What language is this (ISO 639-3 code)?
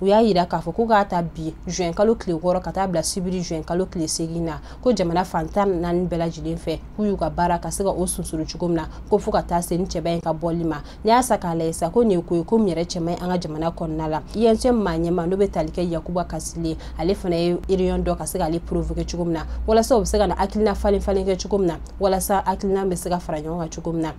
bam